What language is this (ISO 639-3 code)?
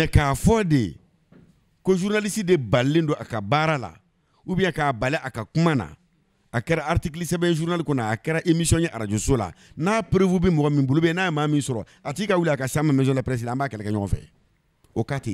bam